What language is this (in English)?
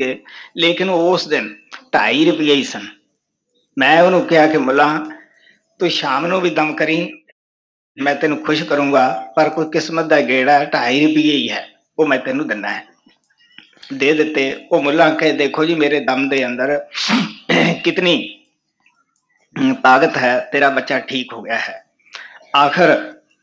Punjabi